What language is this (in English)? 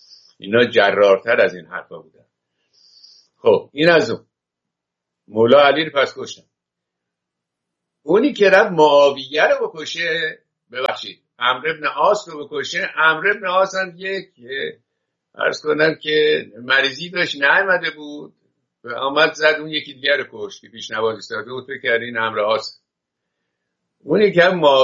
Persian